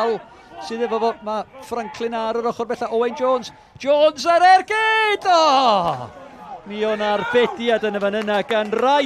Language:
Welsh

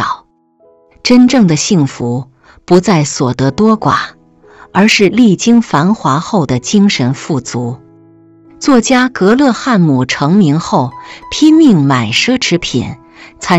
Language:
Chinese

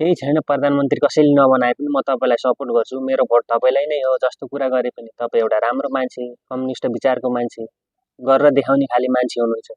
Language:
Nepali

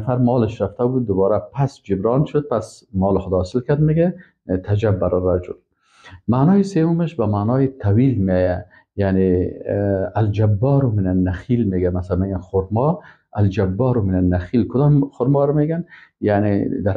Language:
Persian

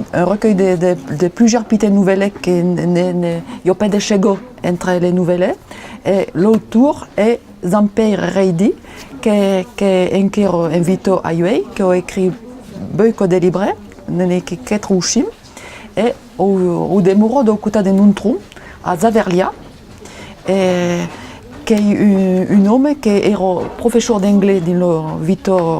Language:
Occitan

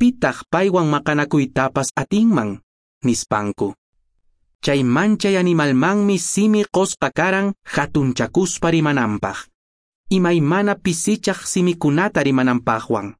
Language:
Quechua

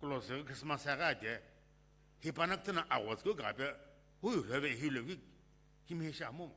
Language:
Sumi Naga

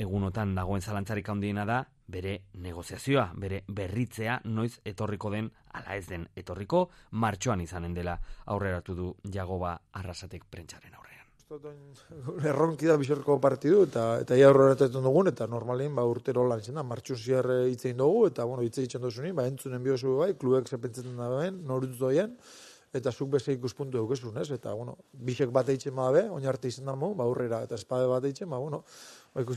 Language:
Basque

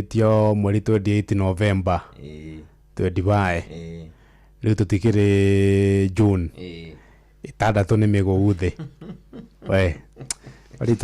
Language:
Kikuyu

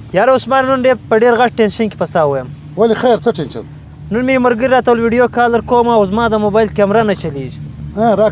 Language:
Pashto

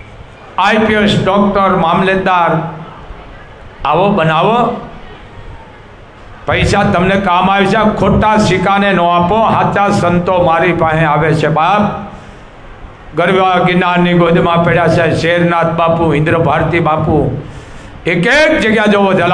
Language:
Gujarati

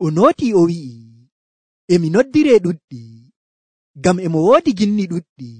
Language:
Nigerian Fulfulde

